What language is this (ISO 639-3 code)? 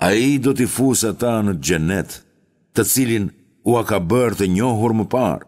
sqi